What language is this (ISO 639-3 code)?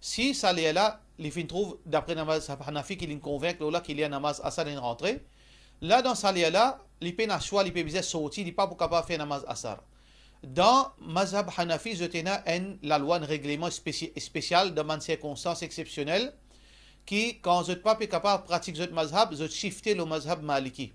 mfe